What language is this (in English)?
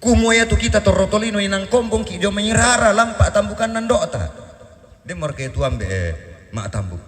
Toraja-Sa'dan